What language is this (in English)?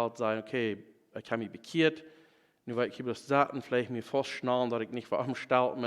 Plautdietsch